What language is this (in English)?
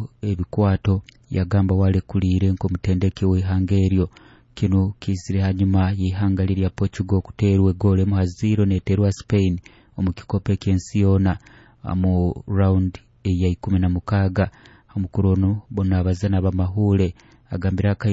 Nyoro